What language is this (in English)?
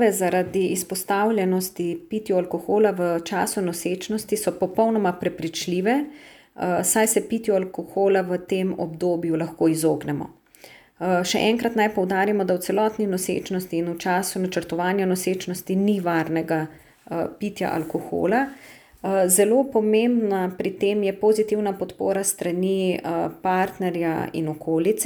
Slovenian